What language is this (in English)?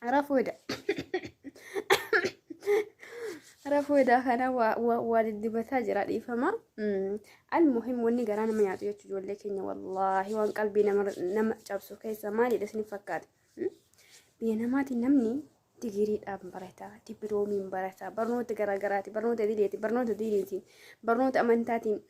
Oromo